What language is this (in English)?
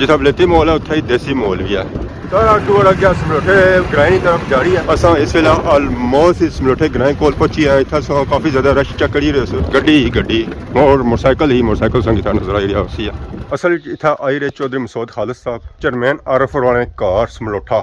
Pahari-Potwari